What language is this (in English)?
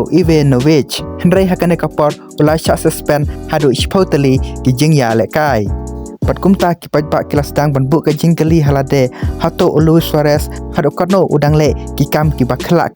Khasi